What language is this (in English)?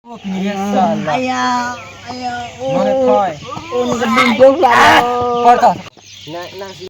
Karbi